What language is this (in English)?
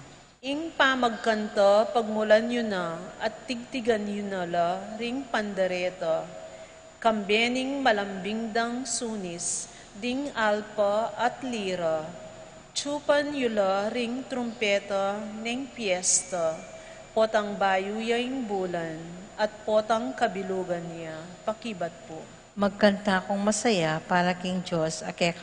Pampanga